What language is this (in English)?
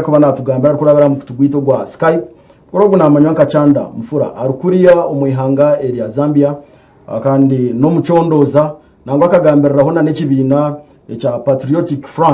Nyankole